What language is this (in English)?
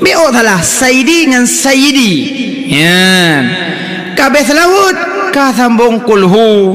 Achinese